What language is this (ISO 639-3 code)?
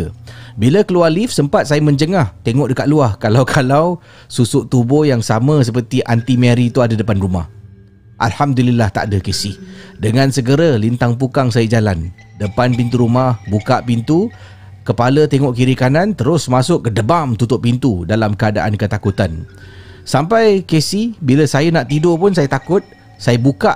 msa